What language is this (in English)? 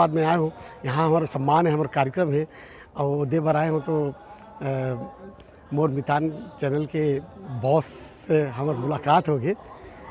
Chhattisgarhi